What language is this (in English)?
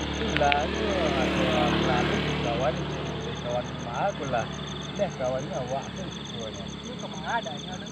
Minangkabau